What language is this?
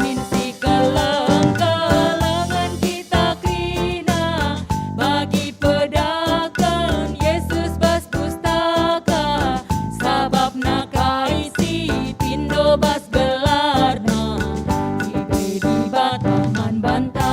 Batak Karo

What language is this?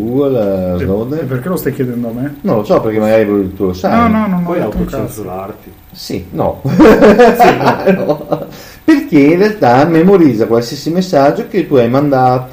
Italian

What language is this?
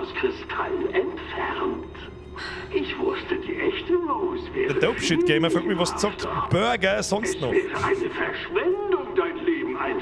Bavarian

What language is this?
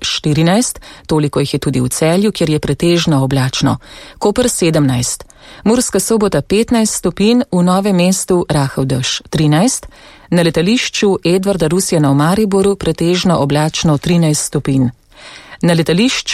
Slovenian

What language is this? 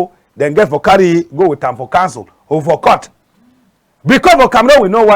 Cameroon Pidgin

